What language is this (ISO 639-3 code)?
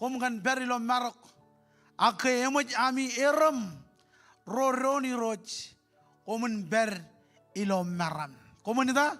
mah